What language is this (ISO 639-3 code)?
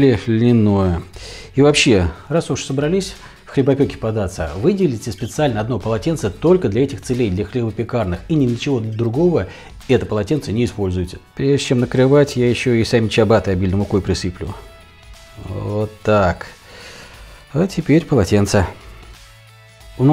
rus